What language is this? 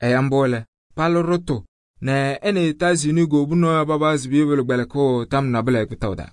Kabiyè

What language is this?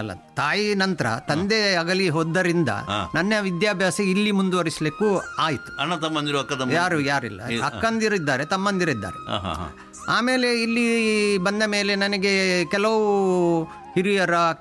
Kannada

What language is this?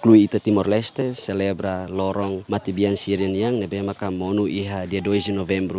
Tetum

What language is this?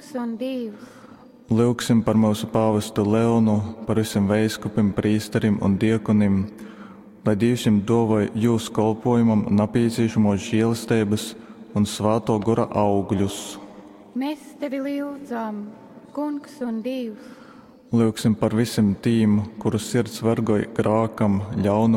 Latgalian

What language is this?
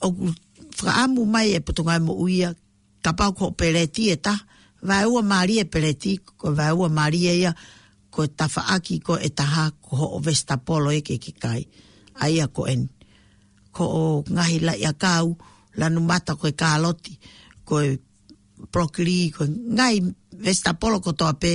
Tongan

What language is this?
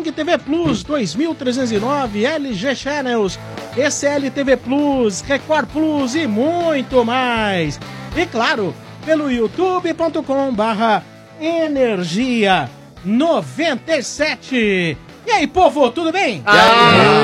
Portuguese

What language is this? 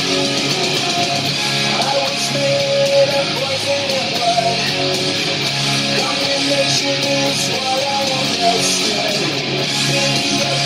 English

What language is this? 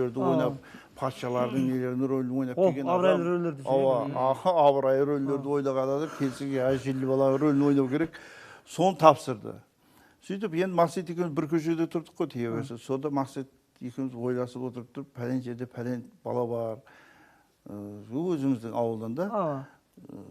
Kara-Kalpak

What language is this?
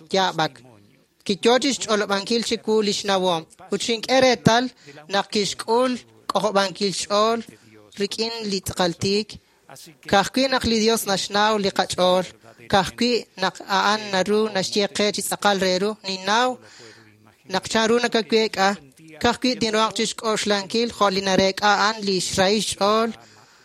Kekchí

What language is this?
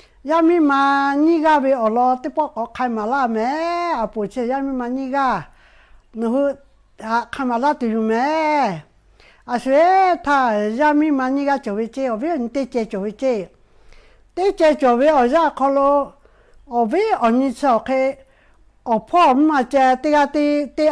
Lahu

